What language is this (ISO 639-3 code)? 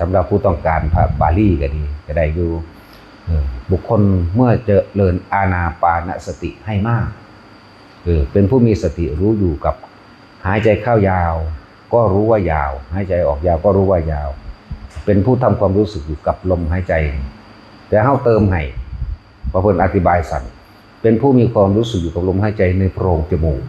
tts